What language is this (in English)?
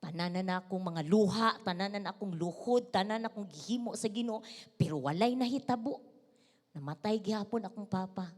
Cebuano